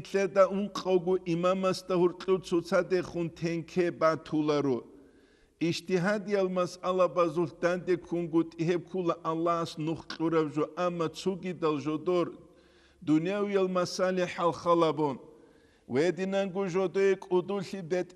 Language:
Avaric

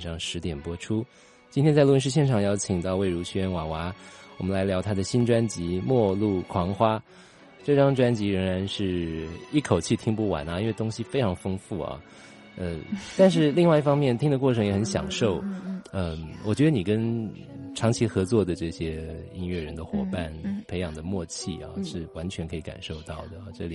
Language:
Chinese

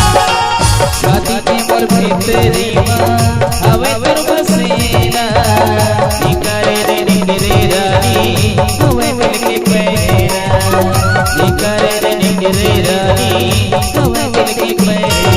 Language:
Chhattisgarhi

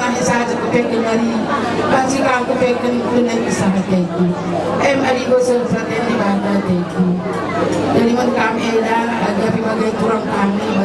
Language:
Batak Karo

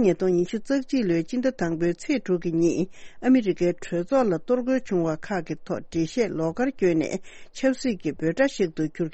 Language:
Tibetan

